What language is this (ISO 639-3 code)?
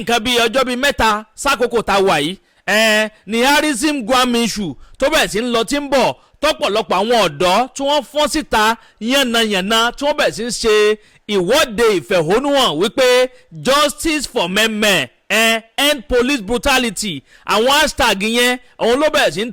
yor